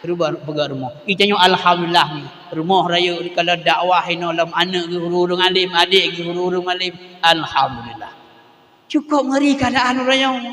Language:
Achinese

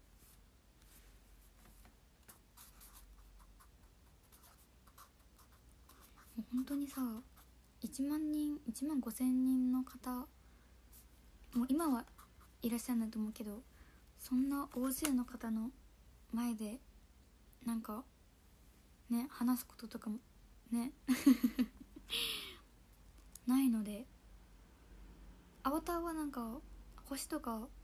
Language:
Japanese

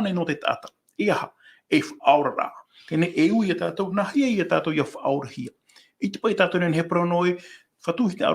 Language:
Tahitian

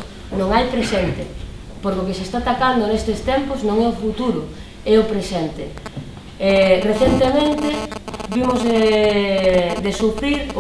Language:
Galician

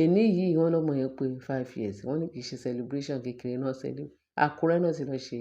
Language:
Yoruba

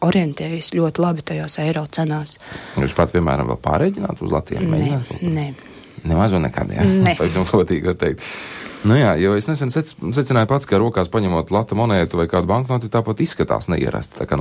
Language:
Latvian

